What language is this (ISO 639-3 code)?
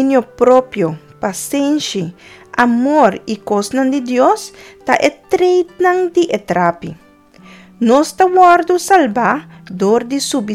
pap